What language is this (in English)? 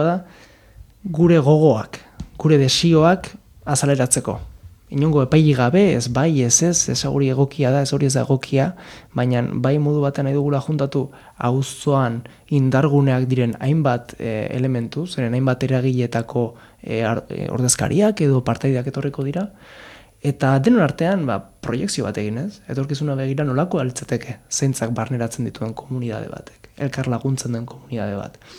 Basque